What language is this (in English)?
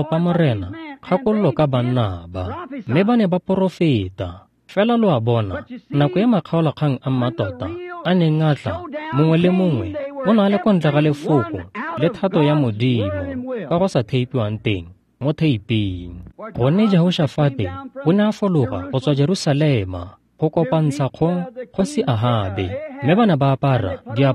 Tswana